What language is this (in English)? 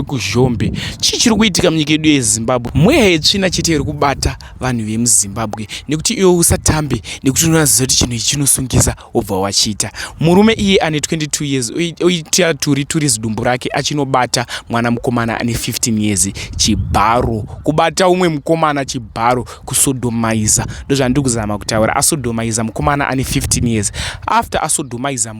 Shona